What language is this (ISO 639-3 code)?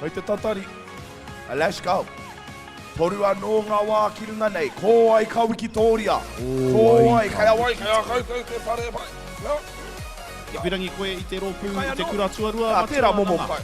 mri